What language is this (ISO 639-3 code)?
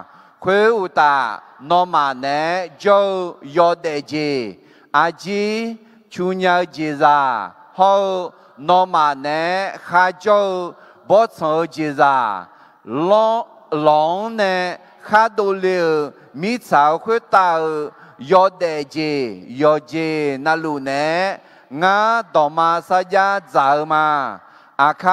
ahk